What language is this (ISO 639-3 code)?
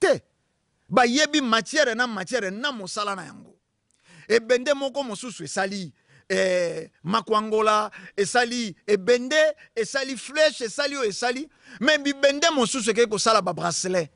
lin